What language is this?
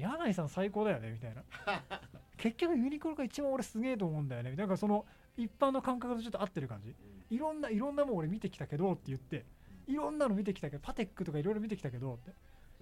Japanese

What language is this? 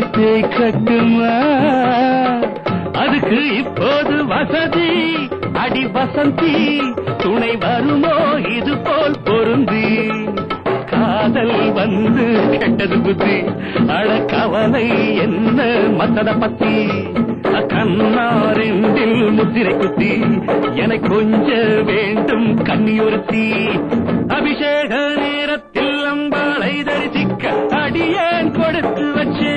Tamil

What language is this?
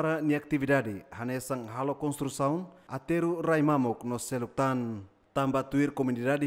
Tetum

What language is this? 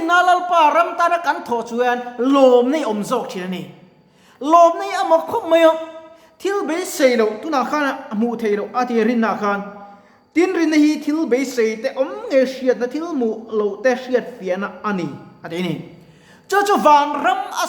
Mizo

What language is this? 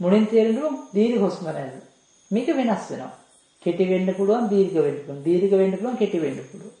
Sinhala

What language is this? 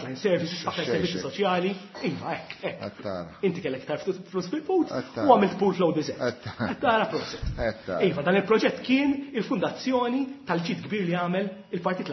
Maltese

